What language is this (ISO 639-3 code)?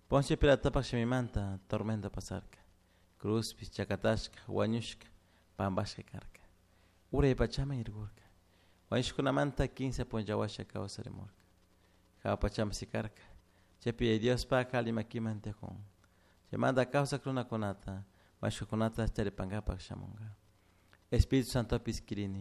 qug